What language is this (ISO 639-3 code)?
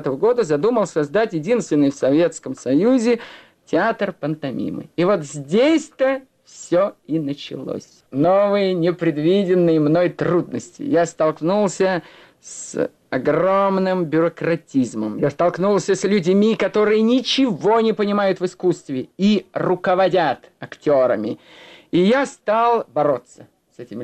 rus